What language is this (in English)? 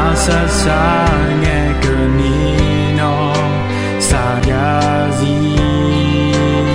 Akha